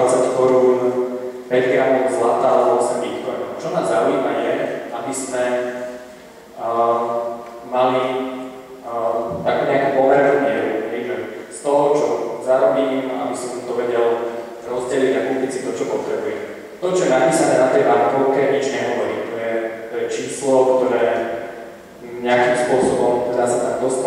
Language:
Slovak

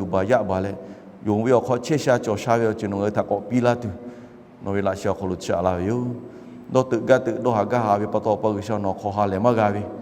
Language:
Lahu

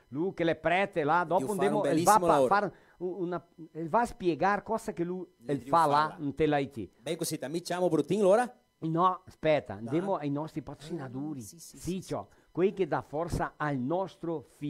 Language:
Venetian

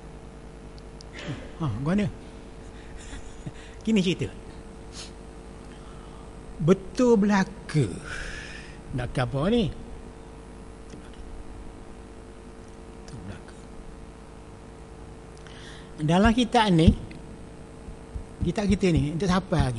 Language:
Malay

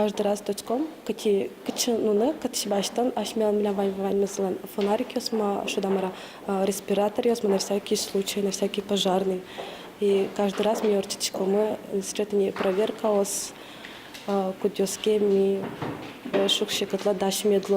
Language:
Udmurt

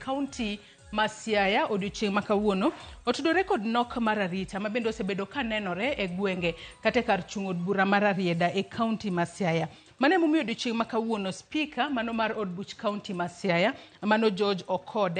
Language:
Luo (Kenya and Tanzania)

